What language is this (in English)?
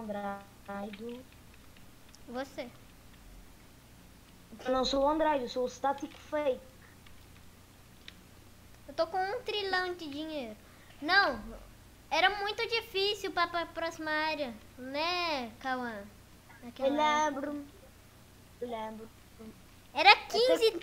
Portuguese